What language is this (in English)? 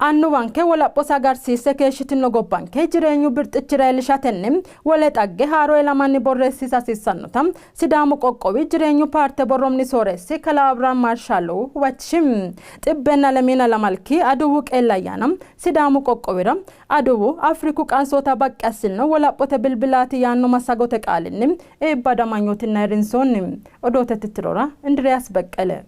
Sidamo